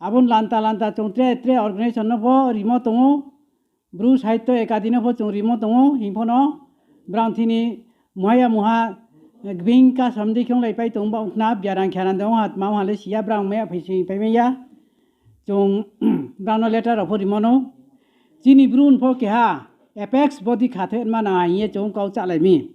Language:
Riang (India)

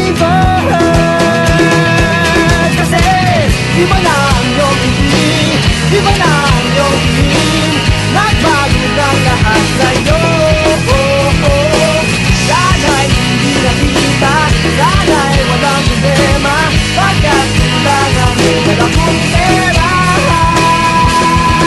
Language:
Filipino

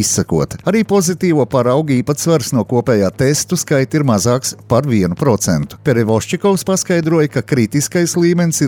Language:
Latvian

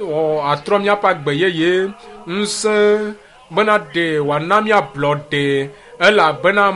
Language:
Ewe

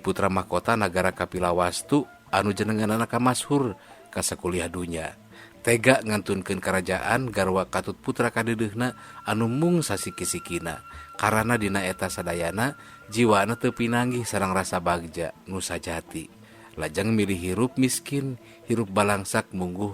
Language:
Sundanese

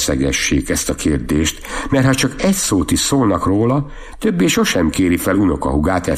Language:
Hungarian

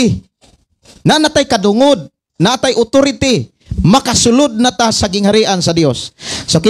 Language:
Cebuano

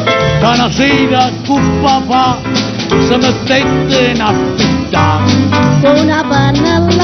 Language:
Neapolitan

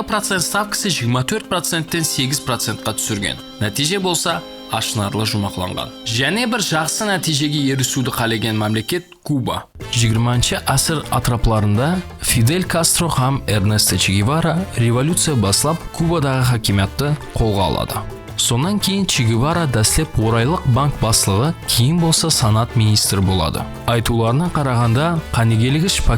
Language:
Kara-Kalpak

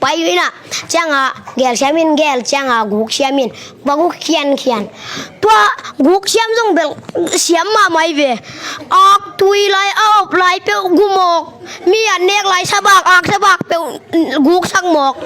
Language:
Tedim Chin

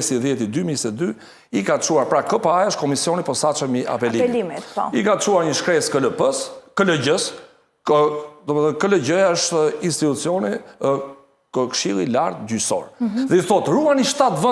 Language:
Albanian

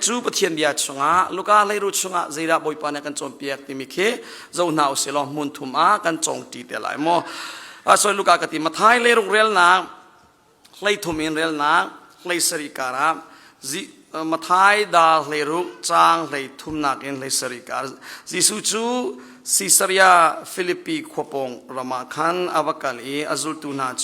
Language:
Hakha Chin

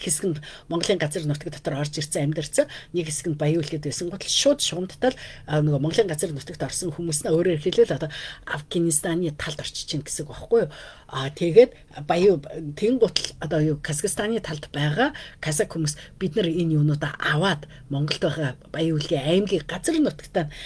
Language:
Mongolian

